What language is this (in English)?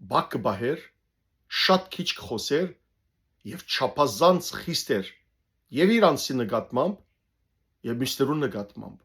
Western Armenian